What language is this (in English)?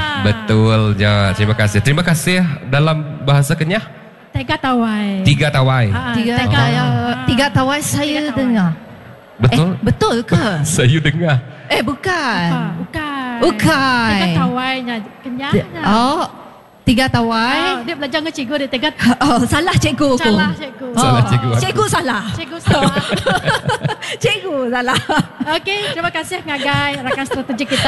Malay